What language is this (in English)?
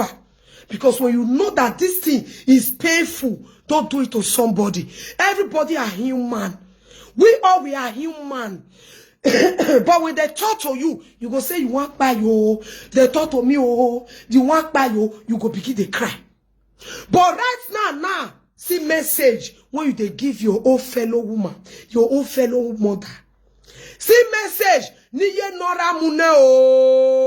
Nigerian Pidgin